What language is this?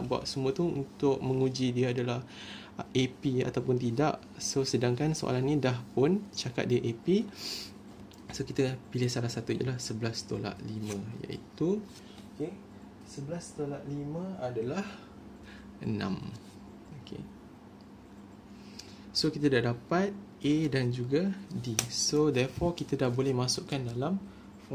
Malay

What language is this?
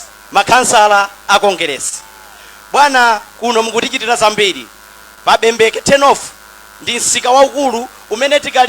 Nyanja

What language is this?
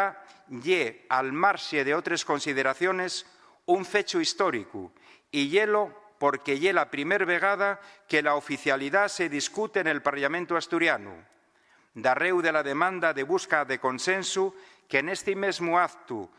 Asturian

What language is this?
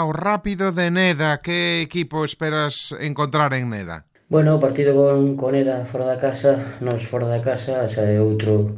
Galician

